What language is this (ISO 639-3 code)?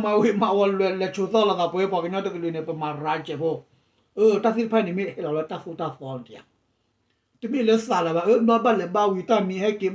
ksw